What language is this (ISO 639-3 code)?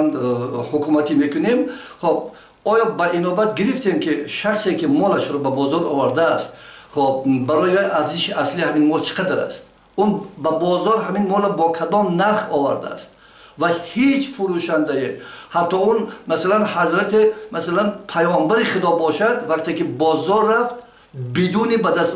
tgk